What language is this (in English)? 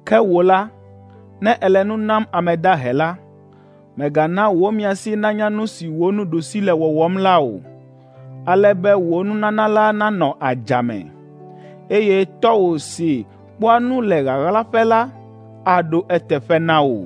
Ewe